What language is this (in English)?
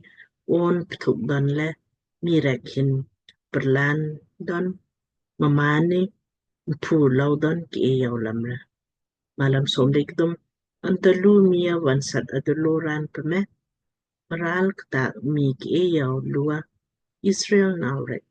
Lamkang